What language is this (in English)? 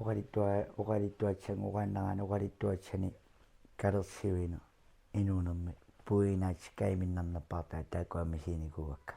Kalaallisut